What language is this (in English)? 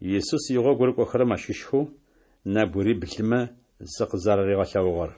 Adyghe